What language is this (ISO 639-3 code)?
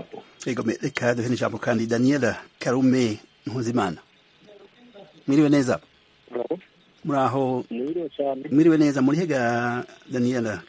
kin